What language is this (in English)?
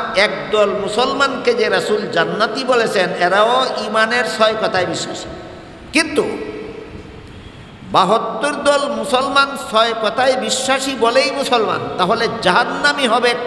Bangla